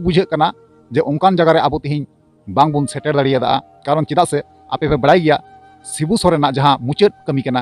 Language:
Santali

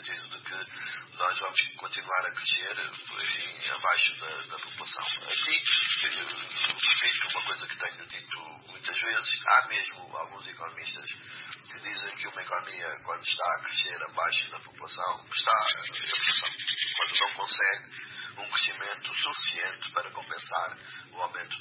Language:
Portuguese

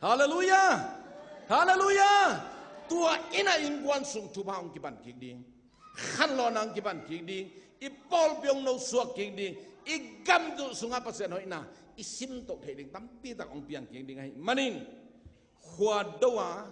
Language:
Tedim Chin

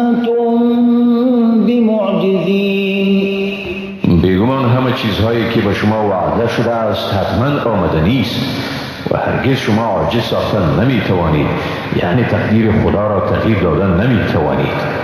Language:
Persian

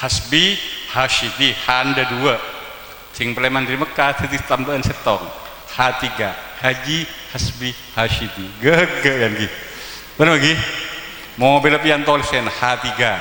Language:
Madurese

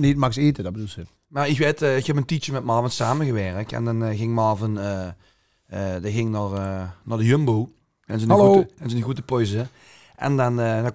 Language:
Limburgish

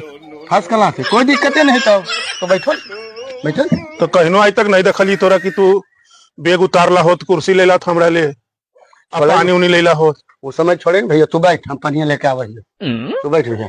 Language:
Magahi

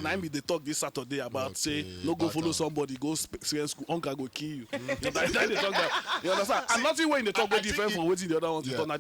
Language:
Nigerian Pidgin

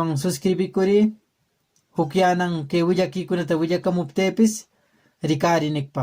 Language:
Quechua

